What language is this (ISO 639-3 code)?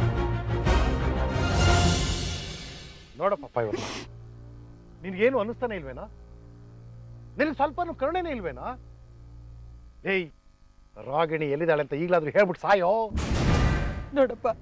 kan